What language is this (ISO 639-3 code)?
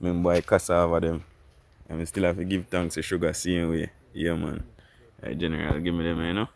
jam